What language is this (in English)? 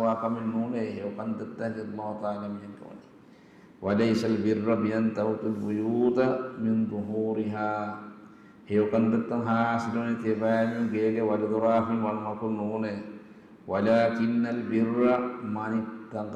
Divehi